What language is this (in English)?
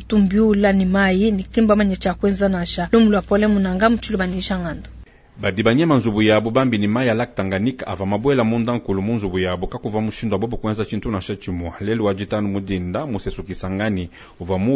Luba-Lulua